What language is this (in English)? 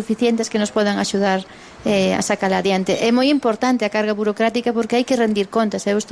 Galician